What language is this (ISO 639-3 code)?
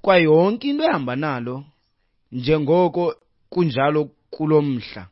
xho